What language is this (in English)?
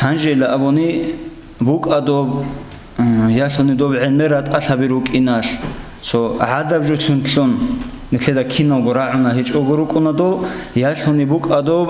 Avaric